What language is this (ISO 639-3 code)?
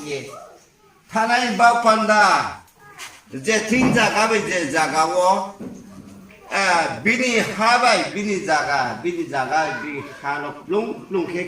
ria